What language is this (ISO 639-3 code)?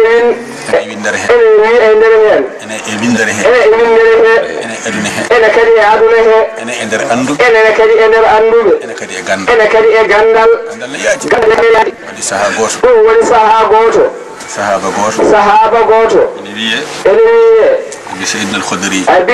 ful